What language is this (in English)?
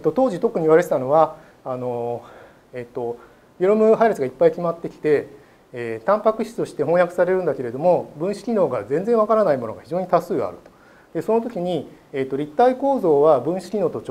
Japanese